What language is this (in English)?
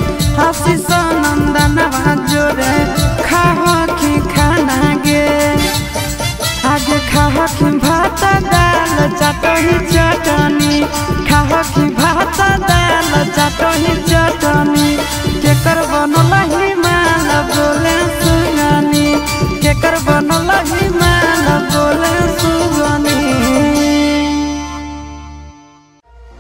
Magahi